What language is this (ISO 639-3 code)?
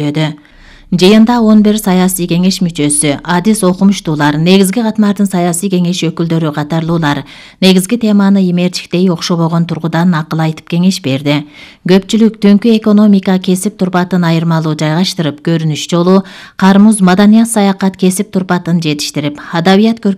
kir